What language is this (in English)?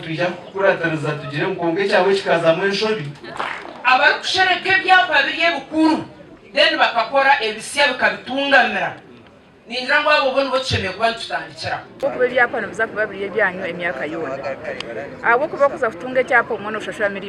Nyankole